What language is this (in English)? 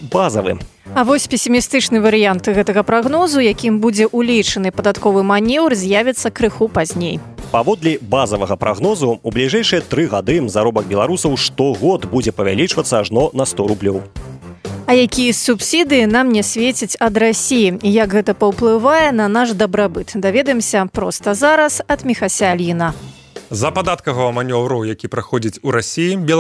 Belarusian